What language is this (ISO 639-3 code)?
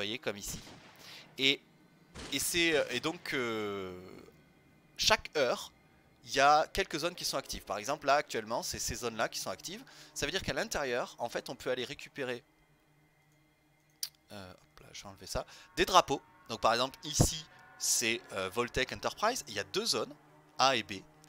fra